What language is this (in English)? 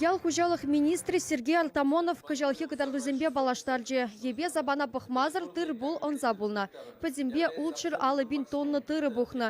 Chuvash